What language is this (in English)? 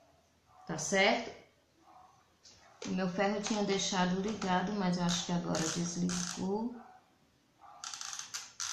Portuguese